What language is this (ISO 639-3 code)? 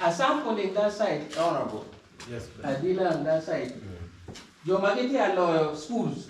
ach